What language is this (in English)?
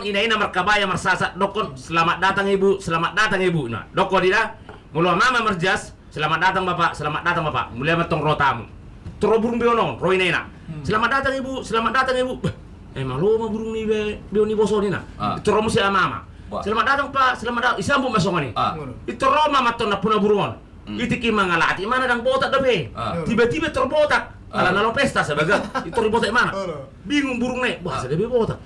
Batak Toba